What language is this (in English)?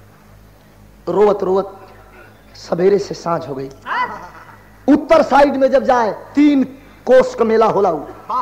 Bhojpuri